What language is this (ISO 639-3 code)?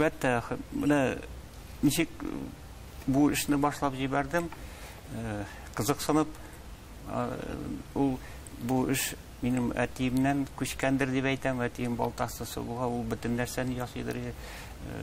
tat